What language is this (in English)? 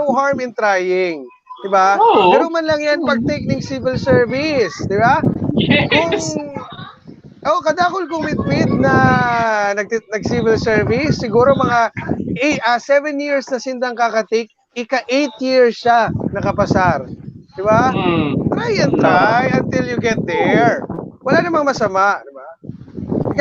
Bikol